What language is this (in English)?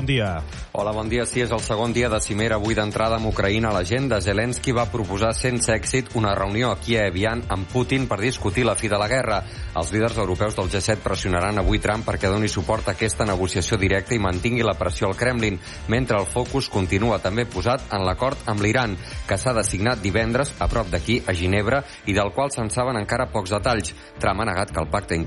Catalan